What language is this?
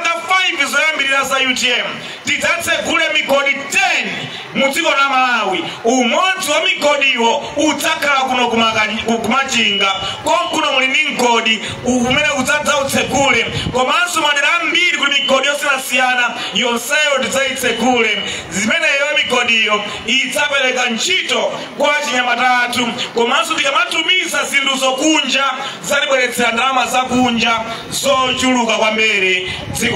Nyanja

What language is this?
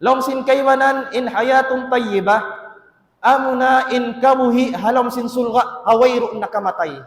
Tausug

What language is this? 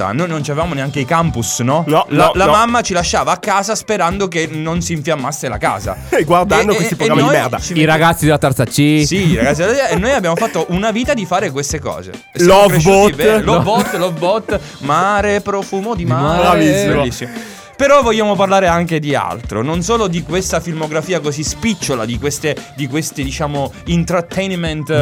Italian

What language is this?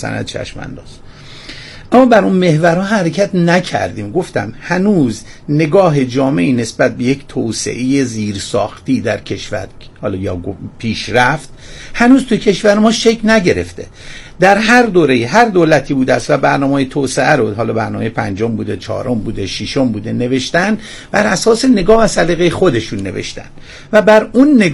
Persian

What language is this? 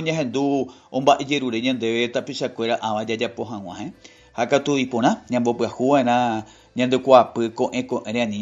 Guarani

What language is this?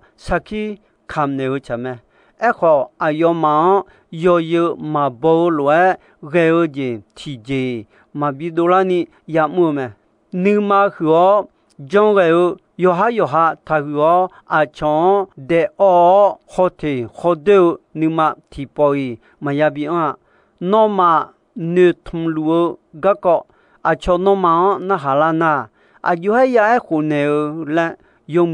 Akha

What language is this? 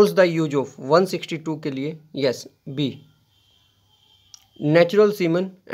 Hindi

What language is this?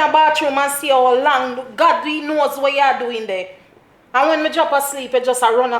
Jamaican Creole English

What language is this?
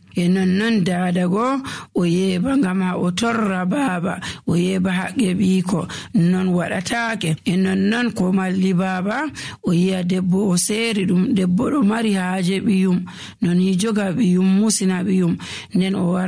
Nigerian Fulfulde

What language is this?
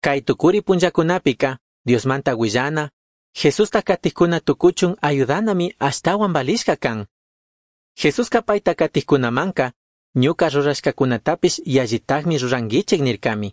Chimborazo Highland Quichua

